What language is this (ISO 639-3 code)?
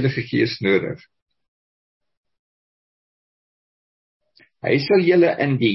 afr